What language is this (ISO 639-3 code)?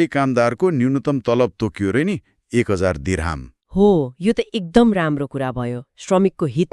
nep